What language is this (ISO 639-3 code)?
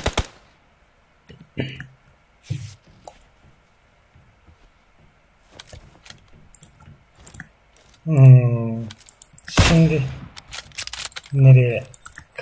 tur